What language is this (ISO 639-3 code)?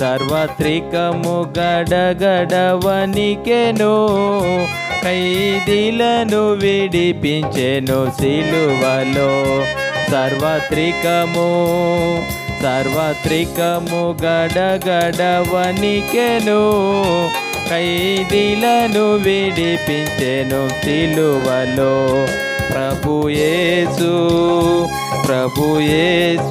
tel